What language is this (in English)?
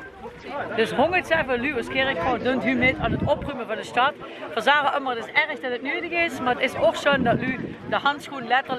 Limburgish